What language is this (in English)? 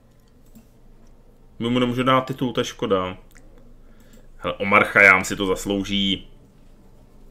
Czech